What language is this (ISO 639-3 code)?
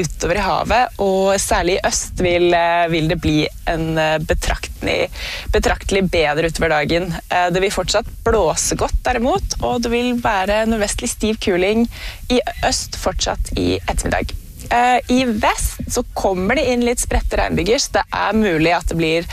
nor